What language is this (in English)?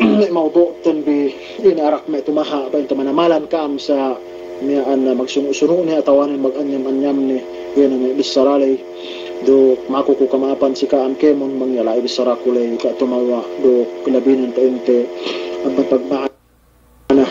Yakan